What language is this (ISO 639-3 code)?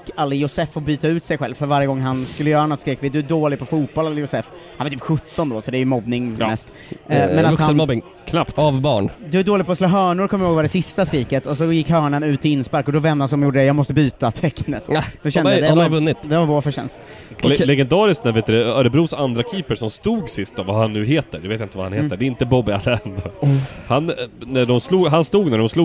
swe